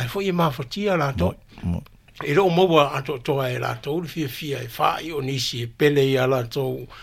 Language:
Samoan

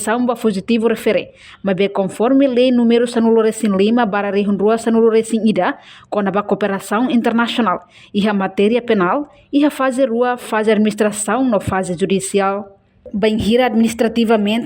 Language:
Tetum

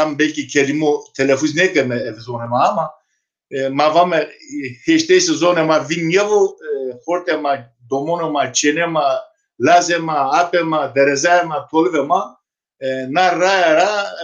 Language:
Zaza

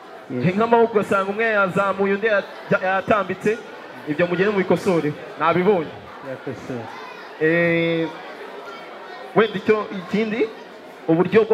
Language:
Kinyarwanda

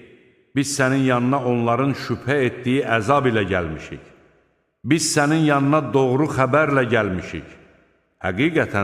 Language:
Azerbaijani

